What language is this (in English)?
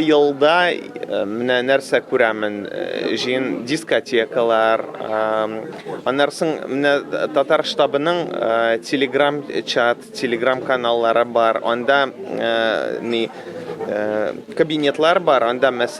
Tatar